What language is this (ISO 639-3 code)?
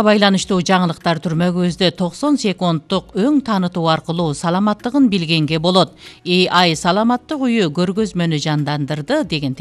kir